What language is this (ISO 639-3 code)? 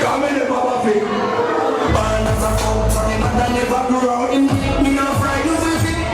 jam